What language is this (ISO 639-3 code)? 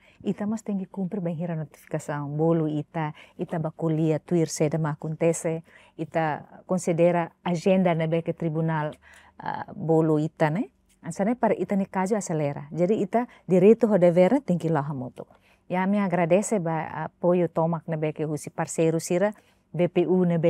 tet